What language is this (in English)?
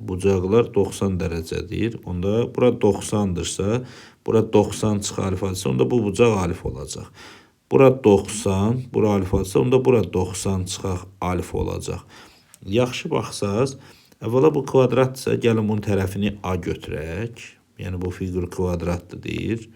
Azerbaijani